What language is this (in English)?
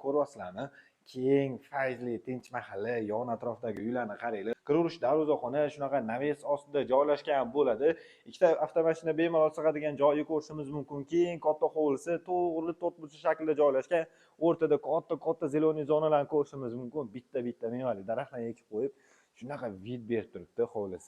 Uzbek